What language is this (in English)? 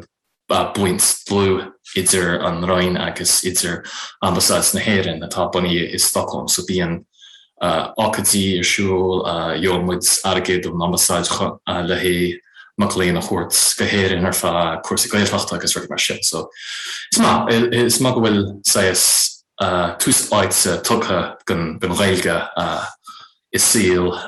Irish